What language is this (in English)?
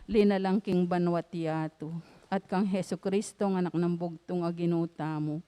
Pampanga